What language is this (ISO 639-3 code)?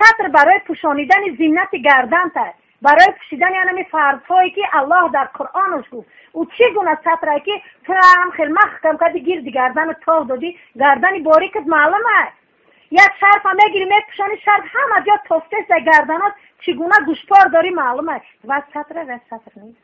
tgk